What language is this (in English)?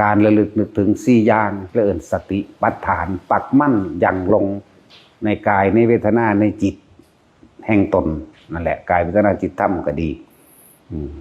Northeastern Thai